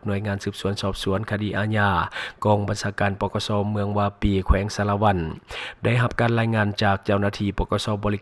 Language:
Lao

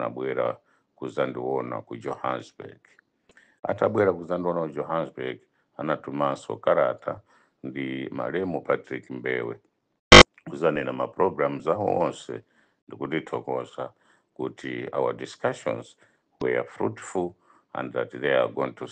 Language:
Nyanja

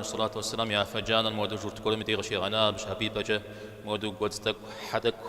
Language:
Kabardian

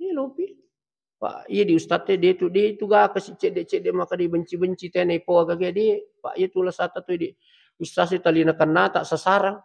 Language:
Buginese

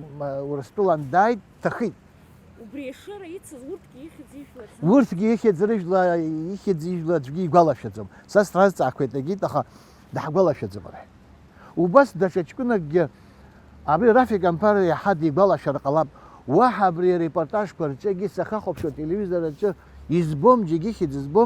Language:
Abkhazian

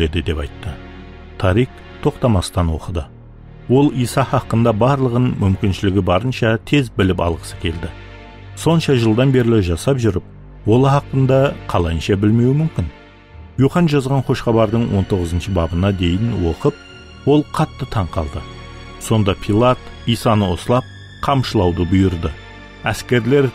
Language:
Kara-Kalpak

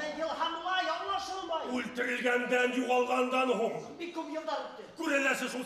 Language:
Bashkir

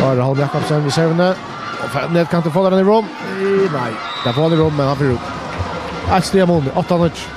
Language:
Faroese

